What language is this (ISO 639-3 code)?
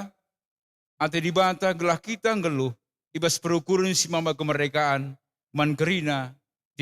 btx